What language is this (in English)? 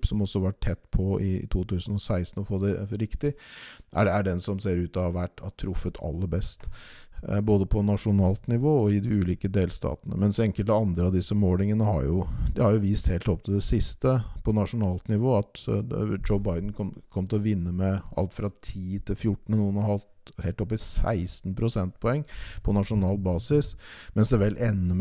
Norwegian